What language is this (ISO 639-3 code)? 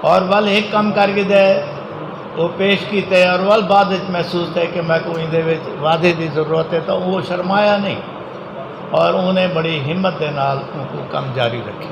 skr